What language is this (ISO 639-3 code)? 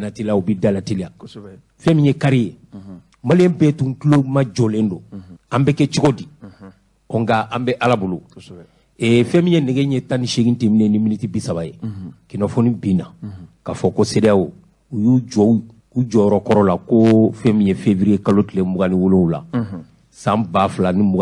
bam